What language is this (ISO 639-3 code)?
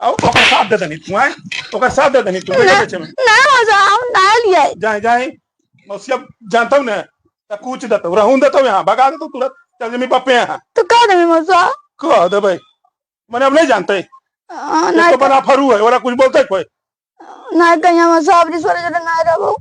mag